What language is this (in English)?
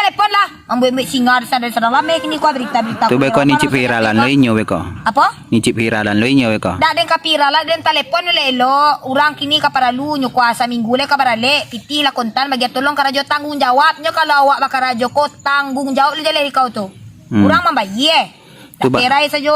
Minangkabau